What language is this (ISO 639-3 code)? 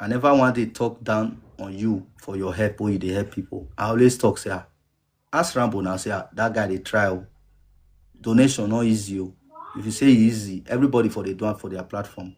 pcm